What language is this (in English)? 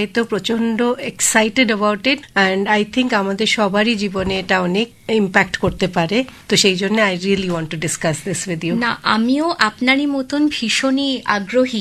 Bangla